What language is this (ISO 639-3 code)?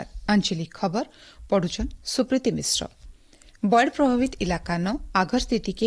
ori